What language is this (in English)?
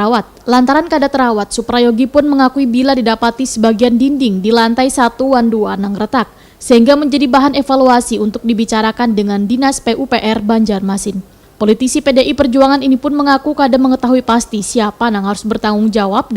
Banjar